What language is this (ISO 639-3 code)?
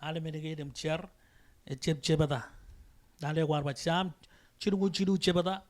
mah